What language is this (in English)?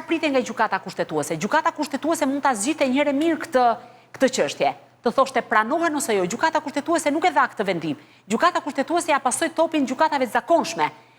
Albanian